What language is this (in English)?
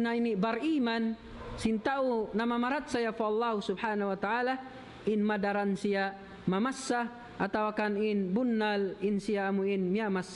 Tausug